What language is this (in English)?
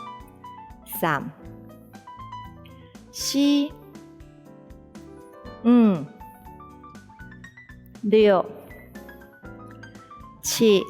Hakka Chinese